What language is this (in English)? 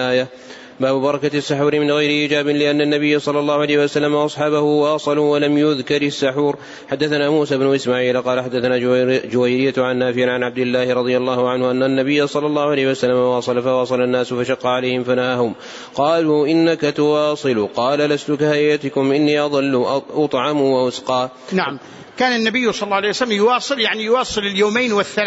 Arabic